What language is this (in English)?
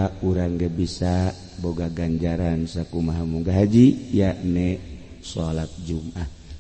Sundanese